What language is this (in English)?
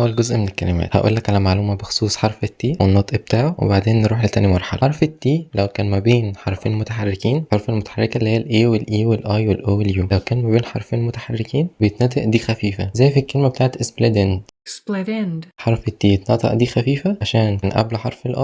Egyptian Arabic